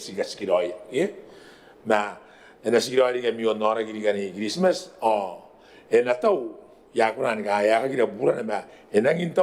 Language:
Gilbertese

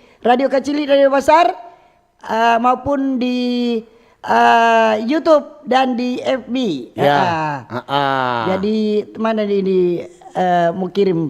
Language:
Manado Malay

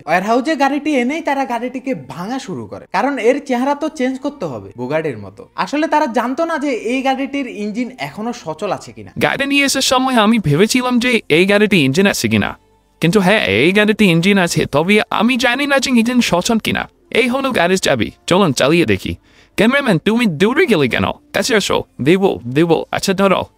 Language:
Bangla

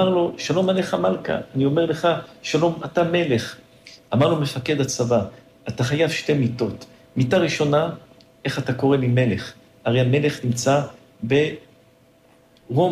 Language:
Hebrew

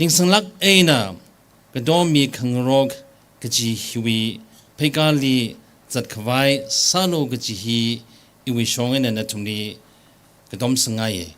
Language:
Tangkhul Naga (India)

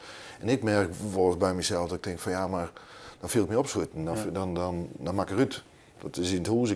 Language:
Western Frisian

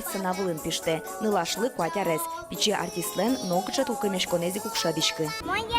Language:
Udmurt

